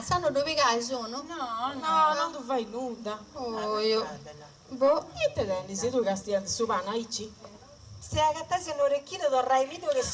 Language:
Sardinian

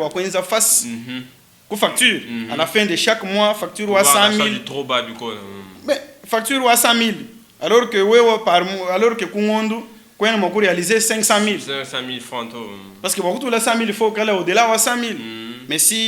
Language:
Luba-Lulua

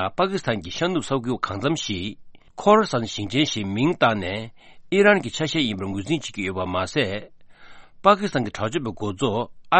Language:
Tibetan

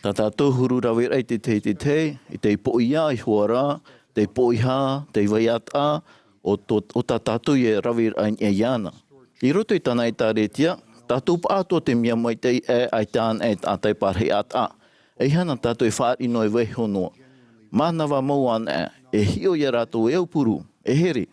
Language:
Tahitian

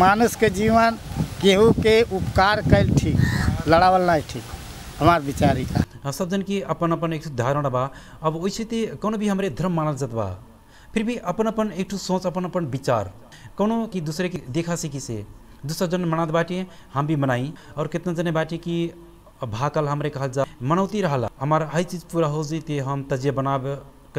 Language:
Bhojpuri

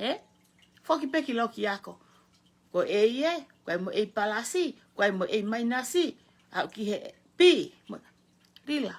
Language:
Tongan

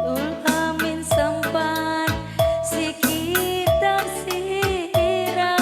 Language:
Batak Karo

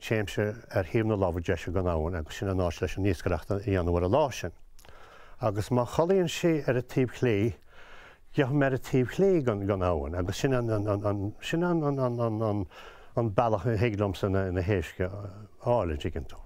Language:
Irish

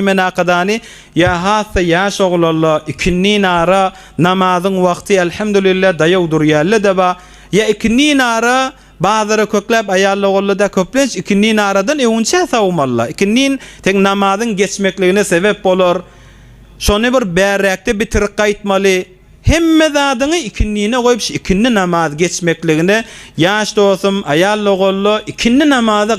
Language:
Turkmen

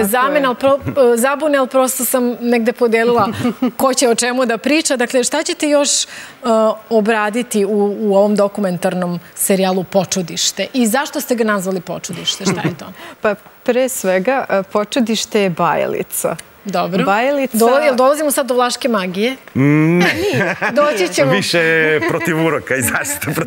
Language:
Serbian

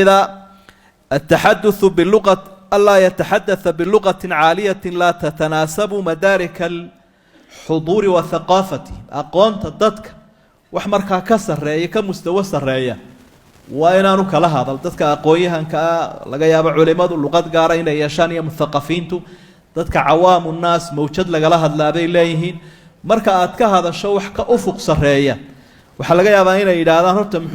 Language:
Somali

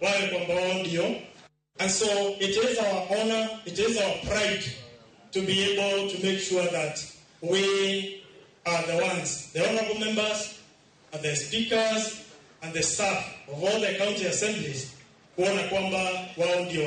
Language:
Luo (Kenya and Tanzania)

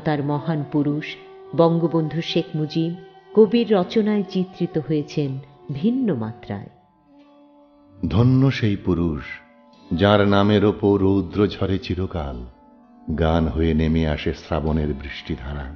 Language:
Bangla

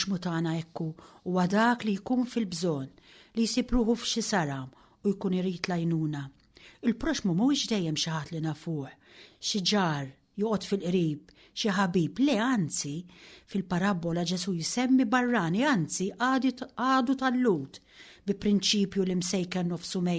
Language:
Maltese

